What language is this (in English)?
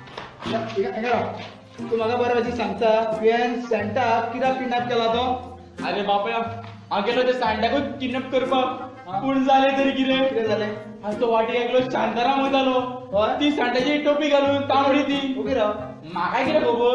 Konkani